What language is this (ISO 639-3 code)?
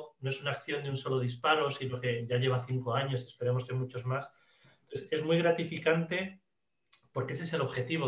spa